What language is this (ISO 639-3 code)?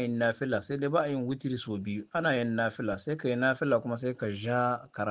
hau